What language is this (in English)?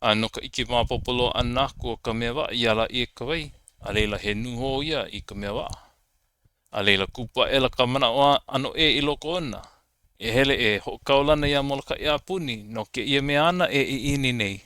Hawaiian